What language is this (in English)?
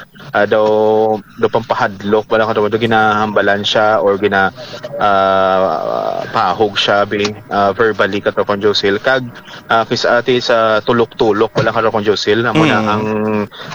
Hiligaynon